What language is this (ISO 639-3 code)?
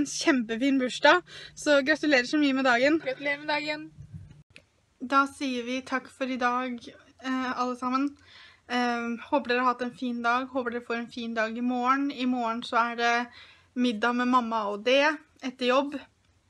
nor